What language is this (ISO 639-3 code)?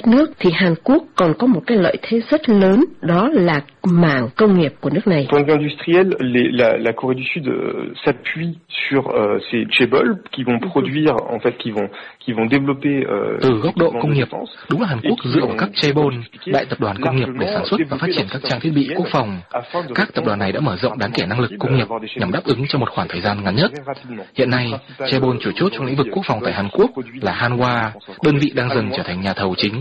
vie